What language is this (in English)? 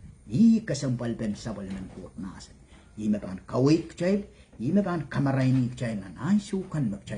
Pohnpeian